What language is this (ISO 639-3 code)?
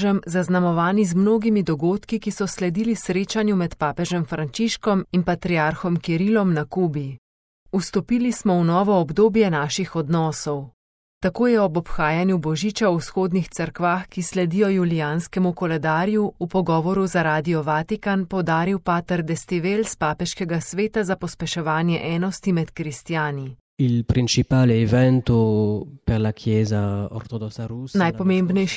slv